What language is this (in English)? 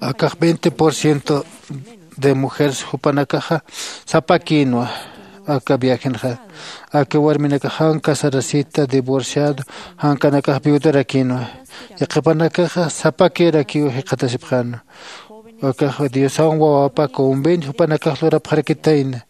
Aymara